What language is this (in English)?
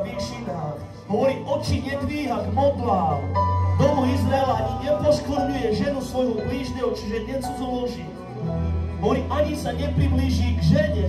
Slovak